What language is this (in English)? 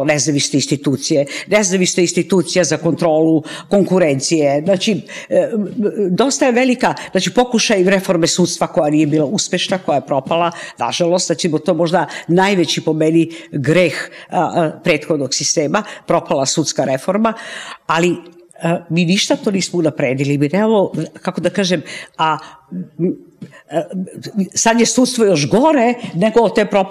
Serbian